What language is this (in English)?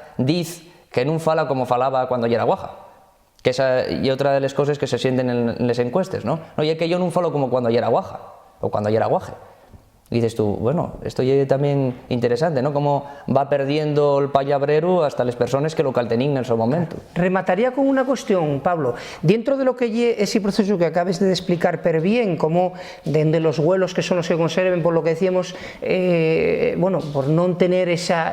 Asturian